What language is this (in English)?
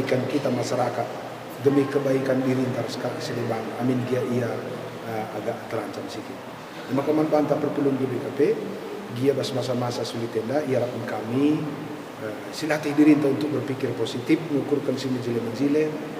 Batak Karo